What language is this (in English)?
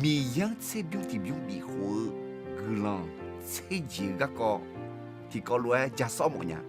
Akha